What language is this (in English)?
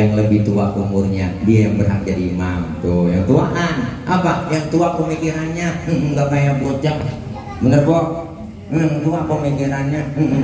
Betawi